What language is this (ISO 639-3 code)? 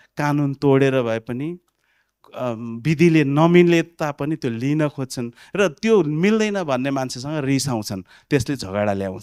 nep